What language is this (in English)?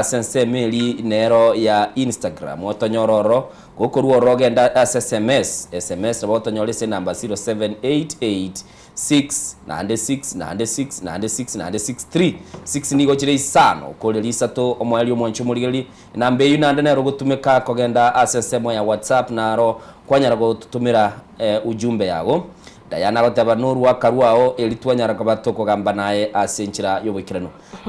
Gusii